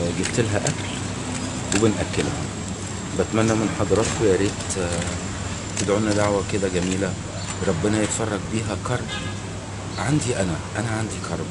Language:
Egyptian Arabic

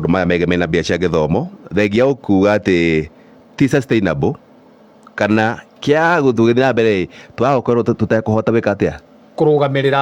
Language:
Kikuyu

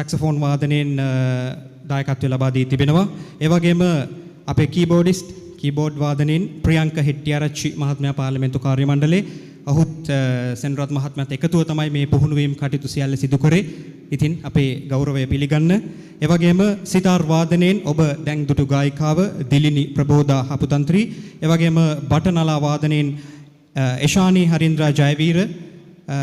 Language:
Sinhala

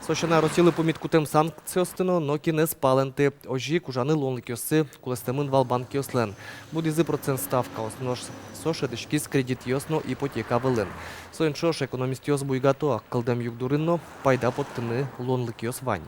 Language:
Udmurt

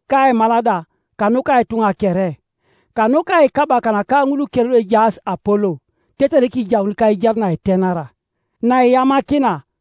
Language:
Teso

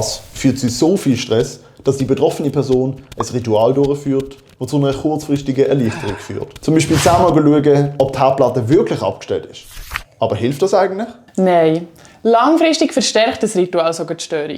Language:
Swiss German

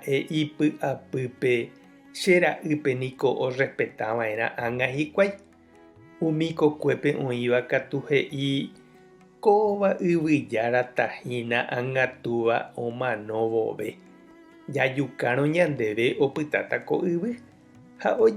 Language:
Guarani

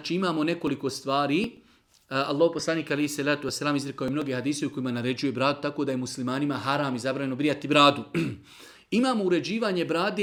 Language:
Bosnian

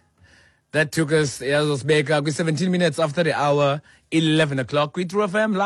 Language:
Xhosa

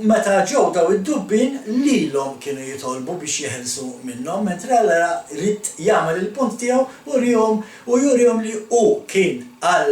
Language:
Maltese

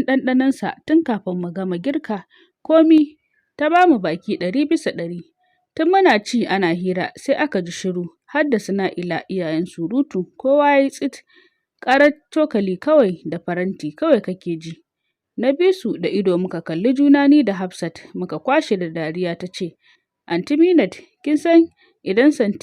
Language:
Hausa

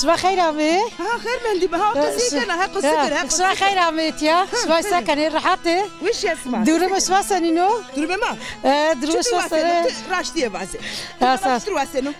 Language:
Zaza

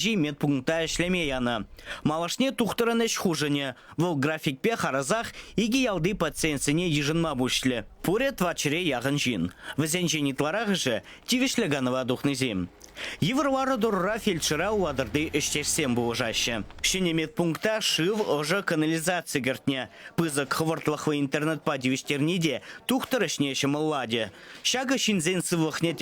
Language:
Chuvash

